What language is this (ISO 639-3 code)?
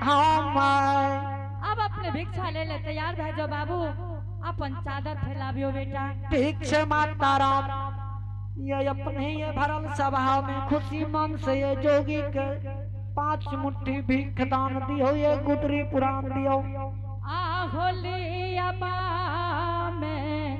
anp